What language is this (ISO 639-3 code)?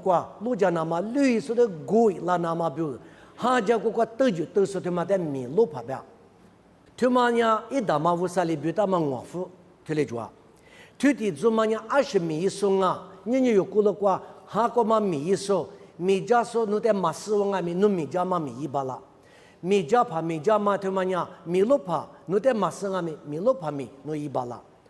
lis